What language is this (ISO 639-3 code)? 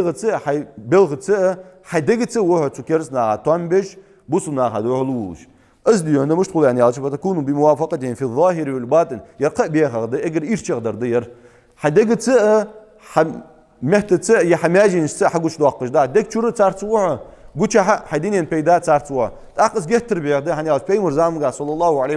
inh